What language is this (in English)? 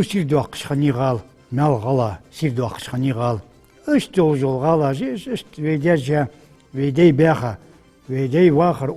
Ingush